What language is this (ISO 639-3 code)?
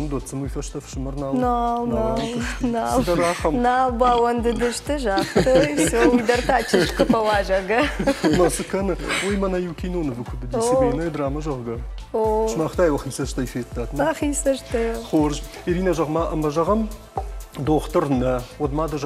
oss